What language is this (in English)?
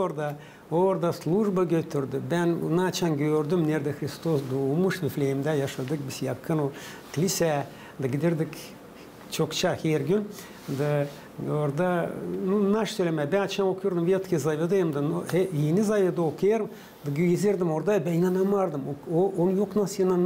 Gagauz